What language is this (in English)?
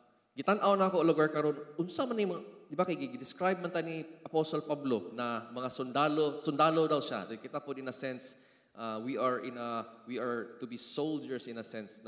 Cebuano